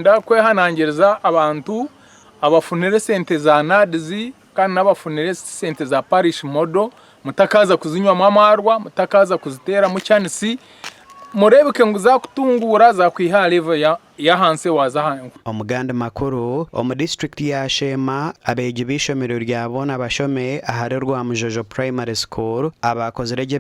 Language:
Nyankole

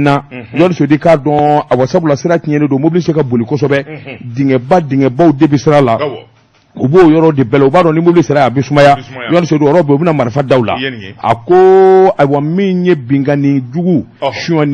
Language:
Bambara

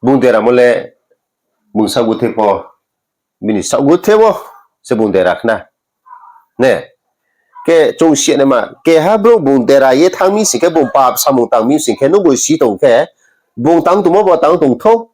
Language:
Riang (India)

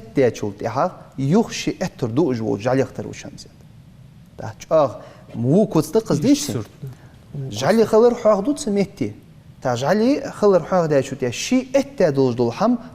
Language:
Ingush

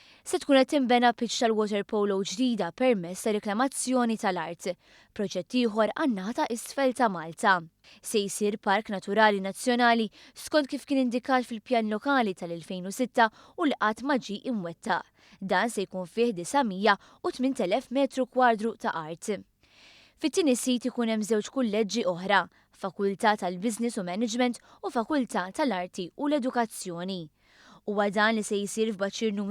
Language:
Maltese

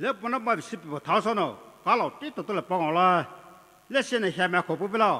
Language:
Poumei Naga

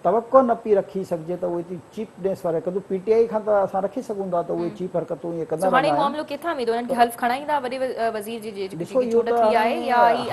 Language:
Sindhi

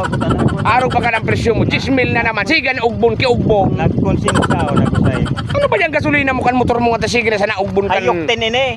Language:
Bikol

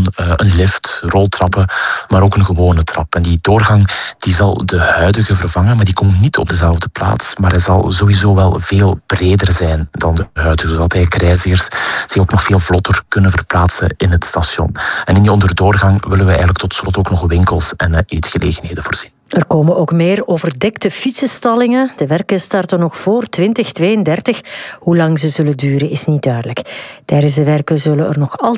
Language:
Dutch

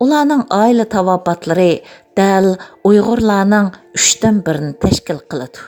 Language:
Uyghur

